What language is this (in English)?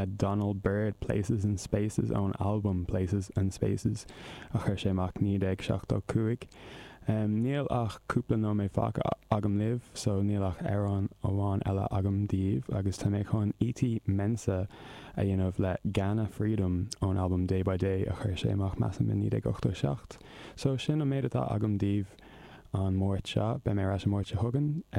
Irish